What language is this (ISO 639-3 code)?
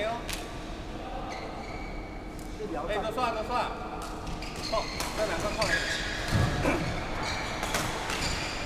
zho